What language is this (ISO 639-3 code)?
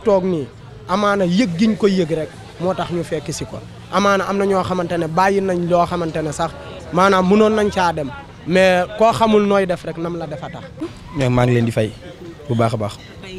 wol